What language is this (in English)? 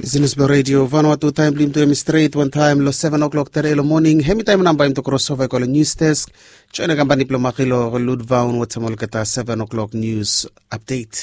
Bislama